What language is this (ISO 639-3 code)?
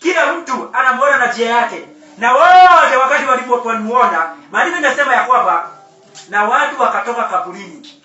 swa